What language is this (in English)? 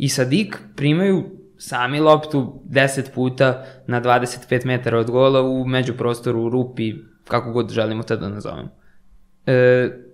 Serbian